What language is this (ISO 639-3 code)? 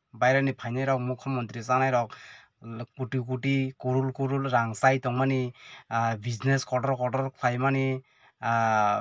trp